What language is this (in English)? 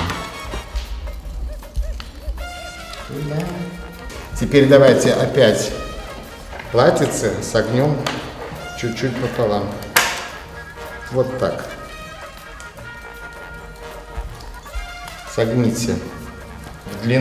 Russian